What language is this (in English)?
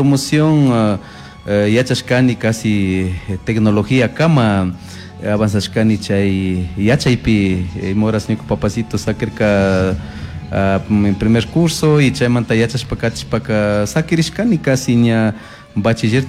Chimborazo Highland Quichua